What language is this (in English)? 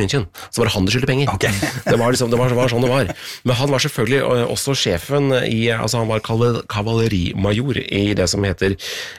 Norwegian